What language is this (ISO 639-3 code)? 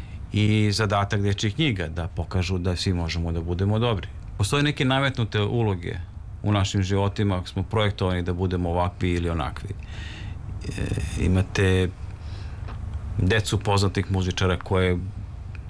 srp